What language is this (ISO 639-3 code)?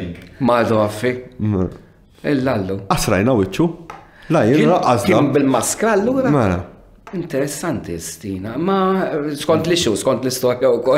mlt